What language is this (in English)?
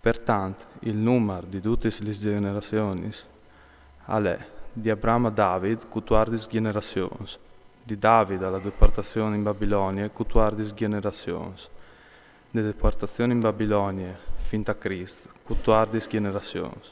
Friulian